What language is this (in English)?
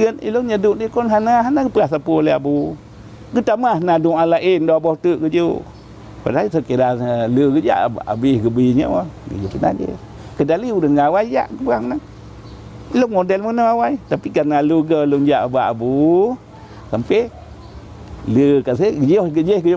Achinese